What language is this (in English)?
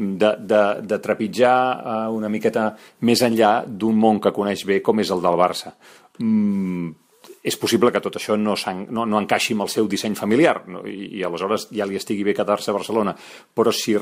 Catalan